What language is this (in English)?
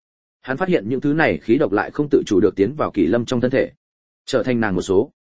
Vietnamese